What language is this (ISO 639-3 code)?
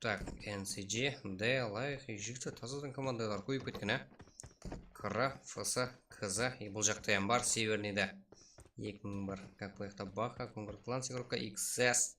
kaa